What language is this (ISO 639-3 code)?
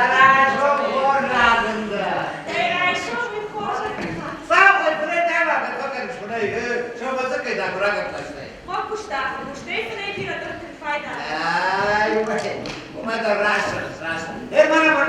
oss